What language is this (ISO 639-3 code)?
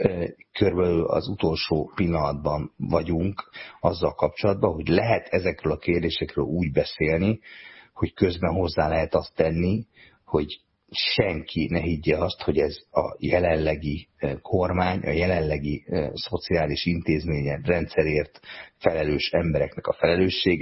hun